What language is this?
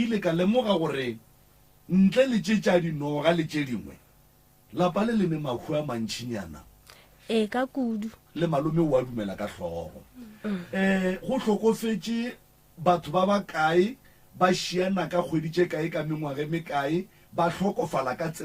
Northern Sotho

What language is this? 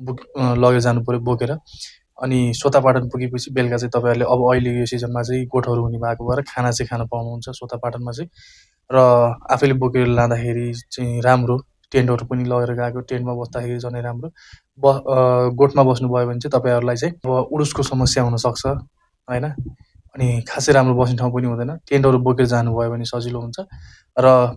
Nepali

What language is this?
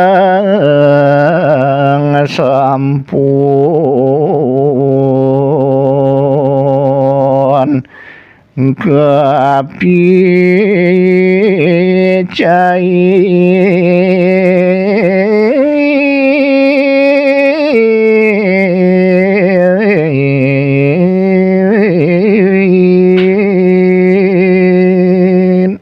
Balinese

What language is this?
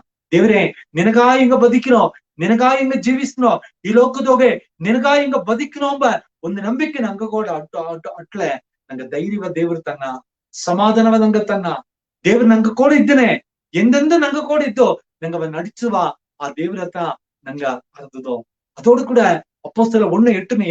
Badaga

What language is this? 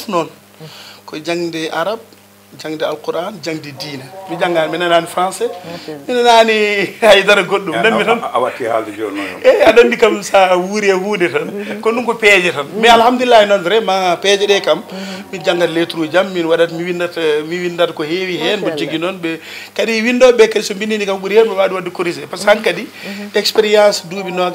Fula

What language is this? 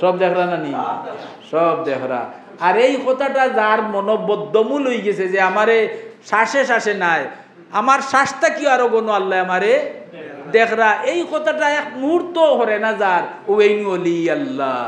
Sylheti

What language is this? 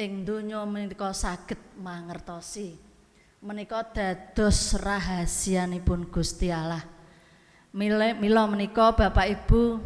Javanese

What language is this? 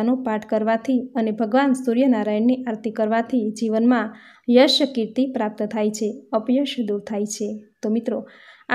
Gujarati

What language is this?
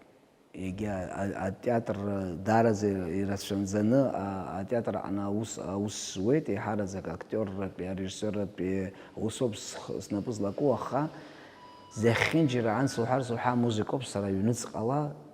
Abkhazian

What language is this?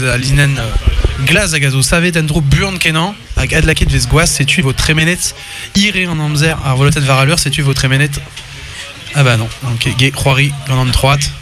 Breton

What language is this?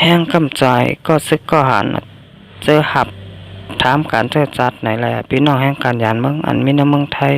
Shan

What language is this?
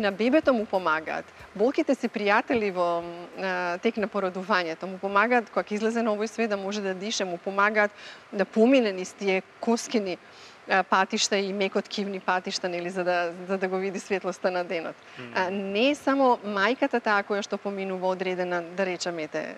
Macedonian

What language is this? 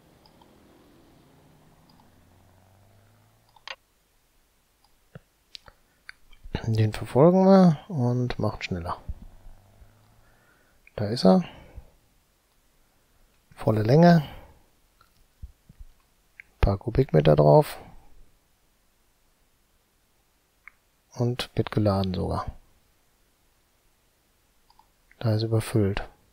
German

